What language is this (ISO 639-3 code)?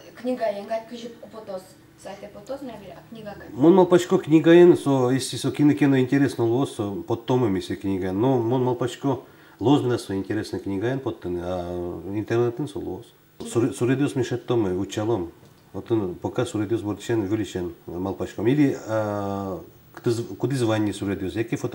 udm